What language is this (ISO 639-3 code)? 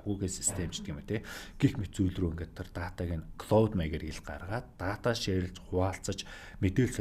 mon